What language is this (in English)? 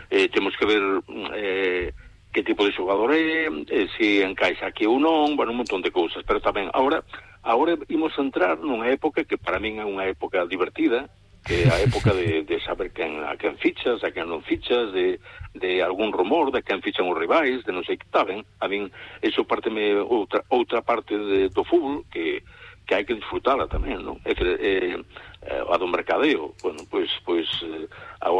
Galician